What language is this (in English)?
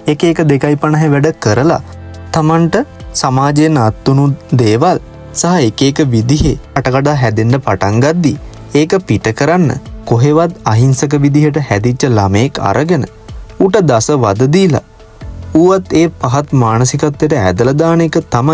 Sinhala